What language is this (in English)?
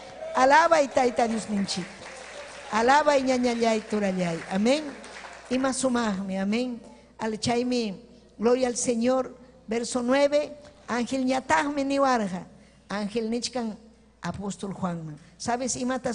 Ayacucho Quechua